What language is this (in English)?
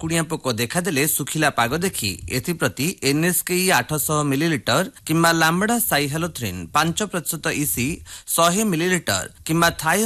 Odia